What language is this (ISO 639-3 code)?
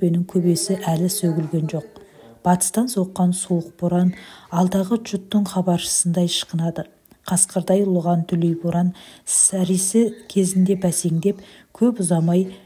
kaz